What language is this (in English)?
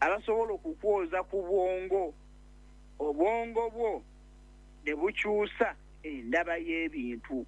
Ganda